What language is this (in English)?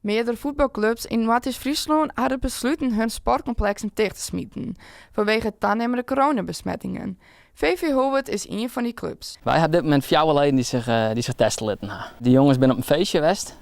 Western Frisian